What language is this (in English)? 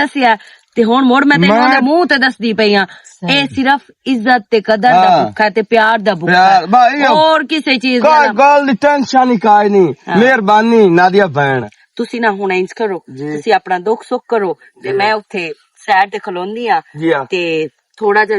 Western Panjabi